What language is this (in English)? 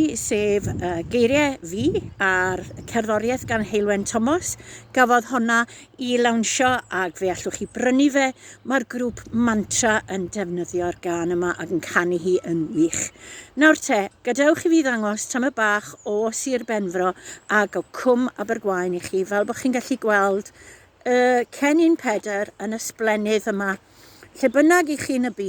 Welsh